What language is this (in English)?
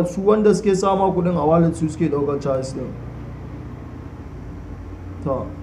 Hausa